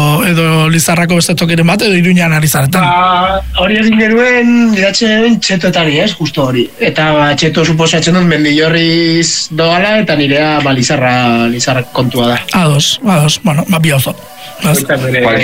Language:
Basque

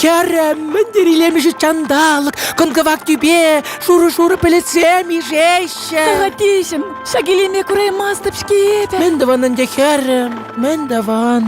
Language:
Chuvash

